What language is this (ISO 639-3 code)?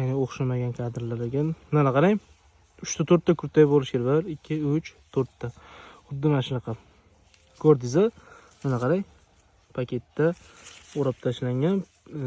uzb